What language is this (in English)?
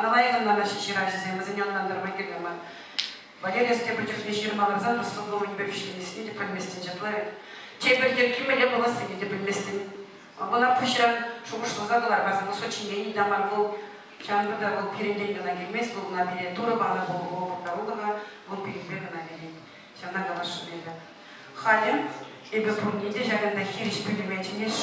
Chuvash